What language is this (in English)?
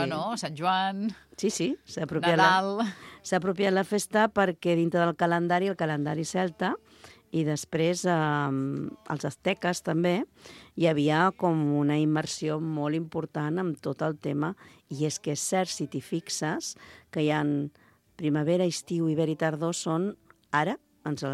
Catalan